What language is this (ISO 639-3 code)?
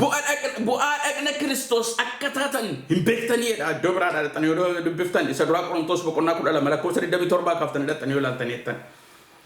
orm